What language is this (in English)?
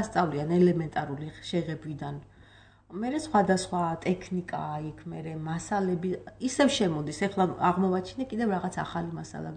Georgian